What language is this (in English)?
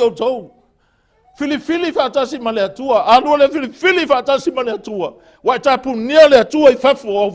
Samoan